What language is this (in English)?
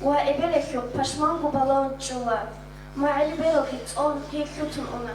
Avaric